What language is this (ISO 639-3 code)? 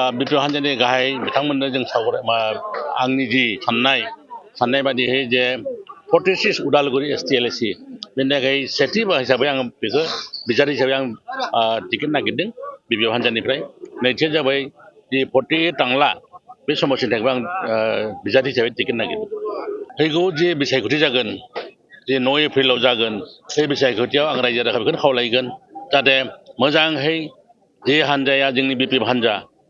brx